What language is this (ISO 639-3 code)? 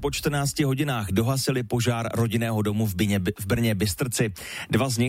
ces